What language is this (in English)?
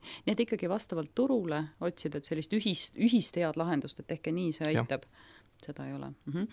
Estonian